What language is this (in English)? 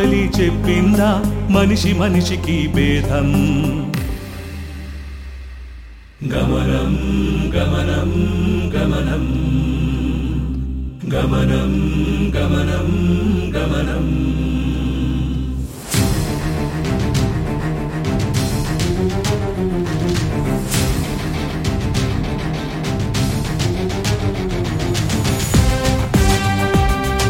Telugu